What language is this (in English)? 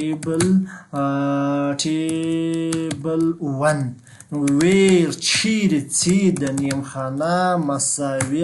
Pashto